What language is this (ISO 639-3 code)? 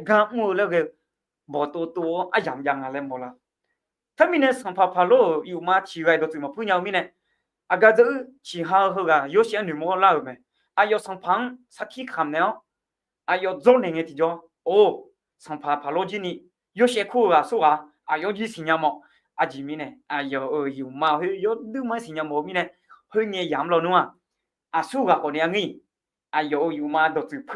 ahk